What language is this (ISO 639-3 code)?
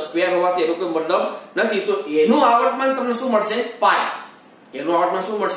guj